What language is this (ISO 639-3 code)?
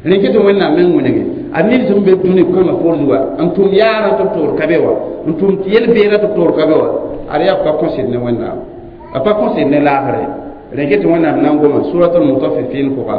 mos